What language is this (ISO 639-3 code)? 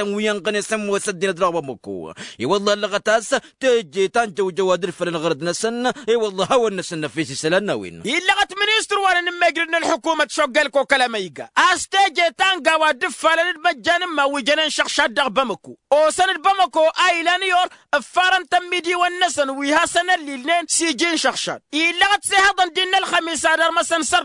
taq